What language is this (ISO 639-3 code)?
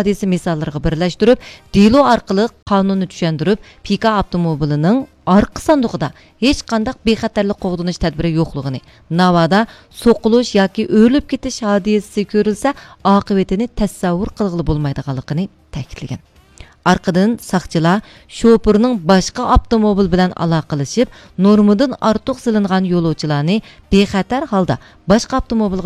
uig